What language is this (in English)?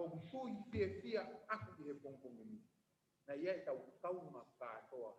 Tongan